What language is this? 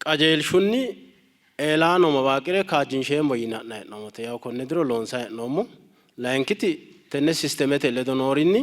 Sidamo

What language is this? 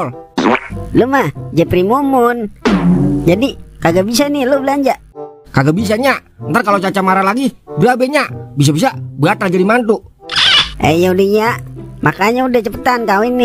Betawi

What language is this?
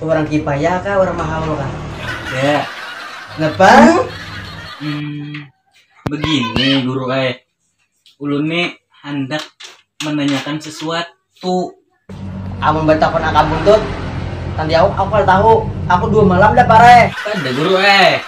Banjar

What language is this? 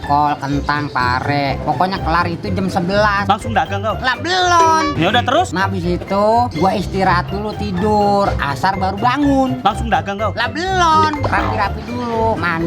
Betawi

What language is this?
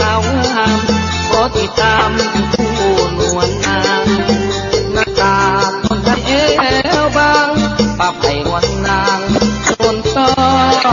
Lao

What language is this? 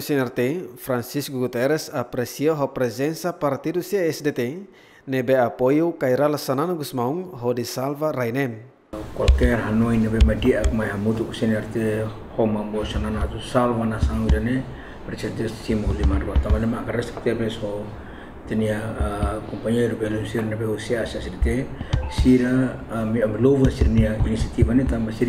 Tetum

